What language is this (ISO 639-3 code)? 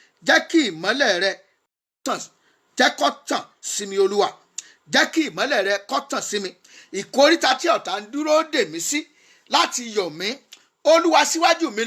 yor